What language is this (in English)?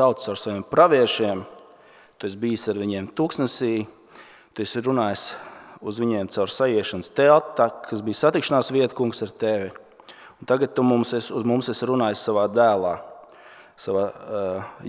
Latvian